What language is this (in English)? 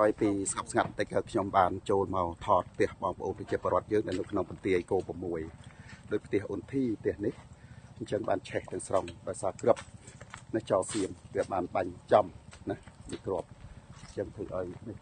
Khmer